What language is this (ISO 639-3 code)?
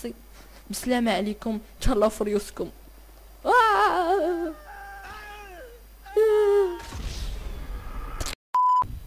ary